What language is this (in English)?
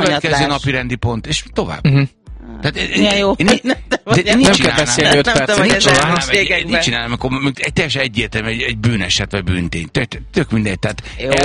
Hungarian